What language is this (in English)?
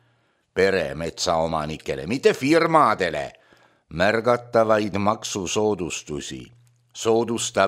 Estonian